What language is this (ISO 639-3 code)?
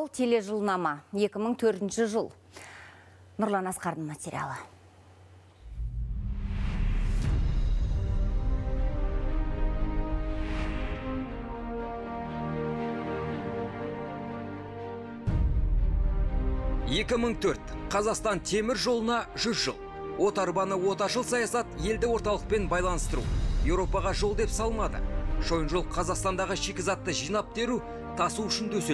kaz